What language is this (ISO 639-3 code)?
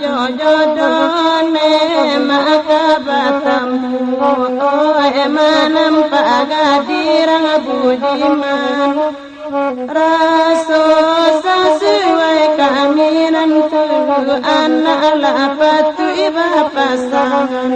min